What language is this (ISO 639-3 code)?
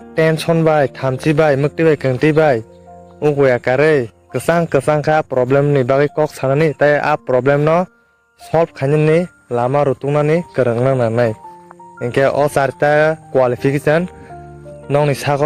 trp